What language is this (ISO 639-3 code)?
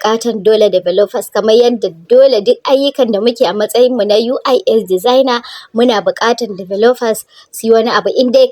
hau